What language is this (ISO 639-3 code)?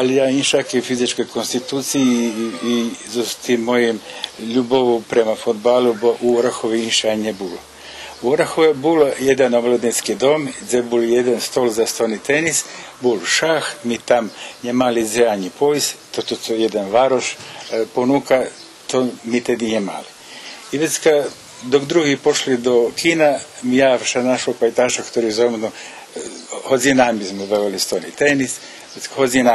rue